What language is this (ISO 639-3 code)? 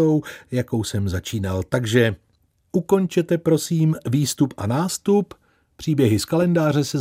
ces